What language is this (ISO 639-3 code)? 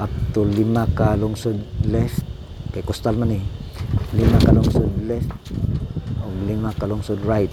ceb